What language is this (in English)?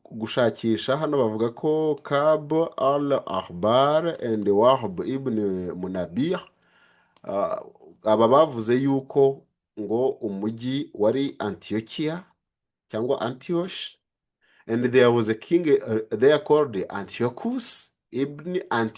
Kinyarwanda